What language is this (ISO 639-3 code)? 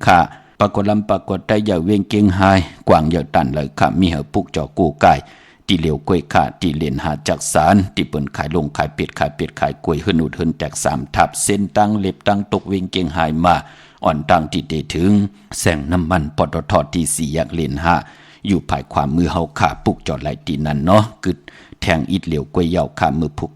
shn